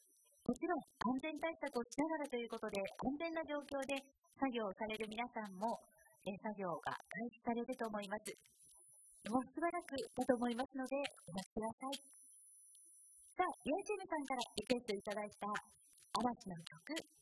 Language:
Japanese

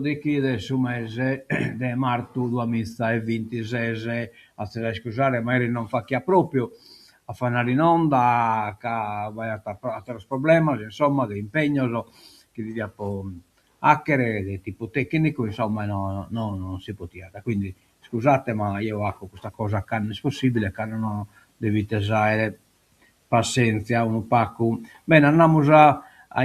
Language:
Sardinian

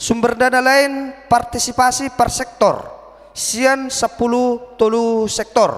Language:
Batak Toba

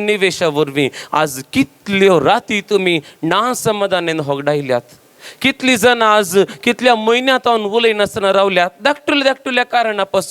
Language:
Konkani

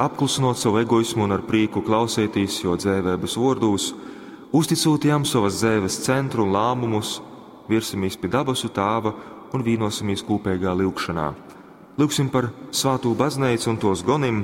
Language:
Latgalian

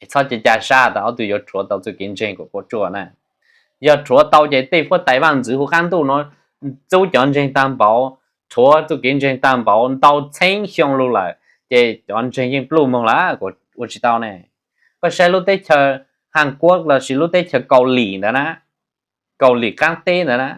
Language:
Hmong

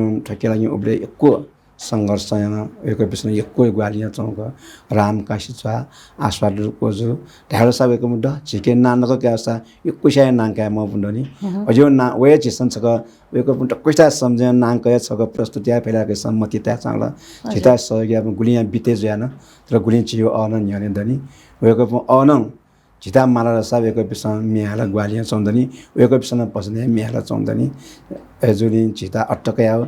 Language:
Newari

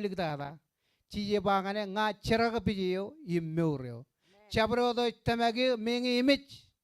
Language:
Marshallese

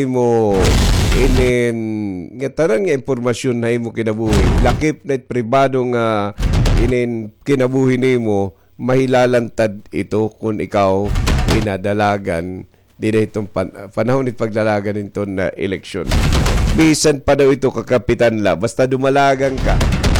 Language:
Waray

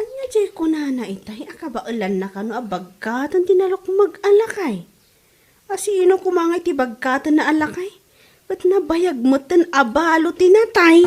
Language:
Iloko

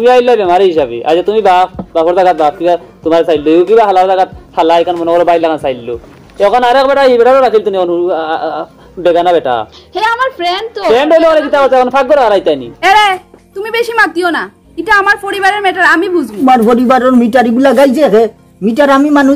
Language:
Sylheti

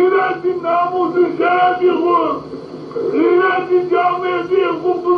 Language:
Zaza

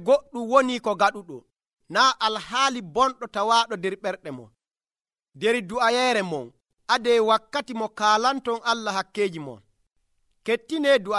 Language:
Nigerian Fulfulde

